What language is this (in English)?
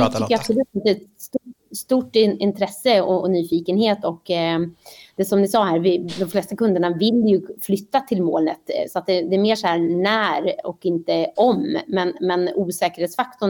Swedish